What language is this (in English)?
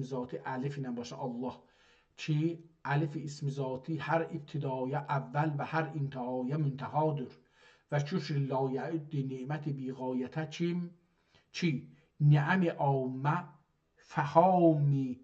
South Azerbaijani